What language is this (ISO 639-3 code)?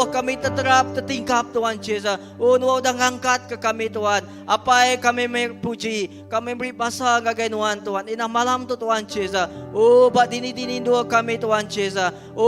iba